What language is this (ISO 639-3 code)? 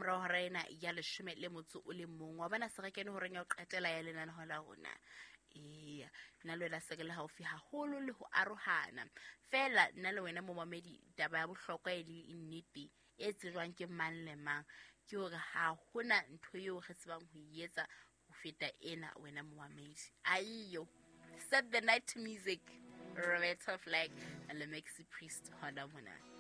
sot